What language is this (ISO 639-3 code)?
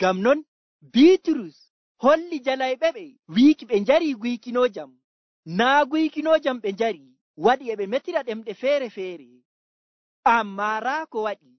fuv